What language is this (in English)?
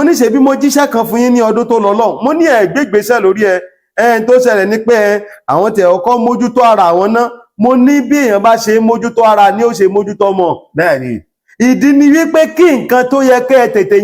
Yoruba